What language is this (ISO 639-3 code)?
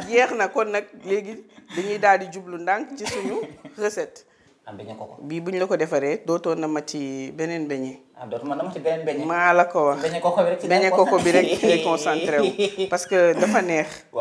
wol